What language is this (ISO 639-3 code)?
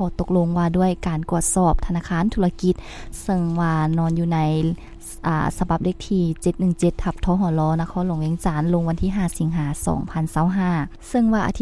lao